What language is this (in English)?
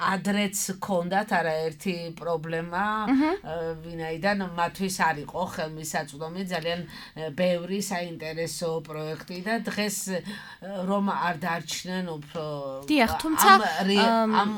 Georgian